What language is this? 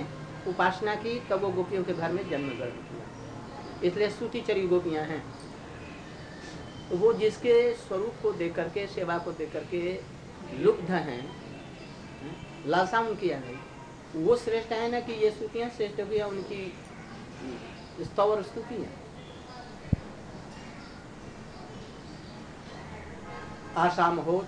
Hindi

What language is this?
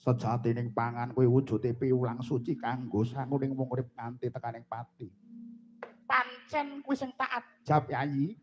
Javanese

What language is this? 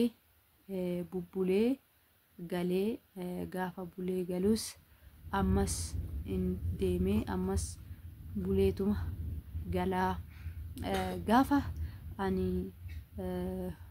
Oromo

